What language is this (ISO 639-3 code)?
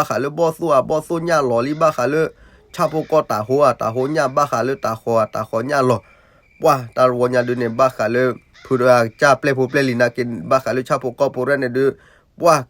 ksw